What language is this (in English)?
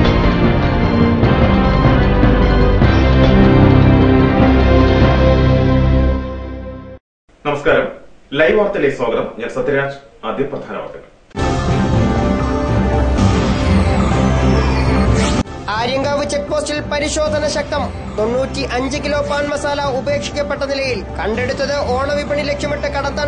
Malayalam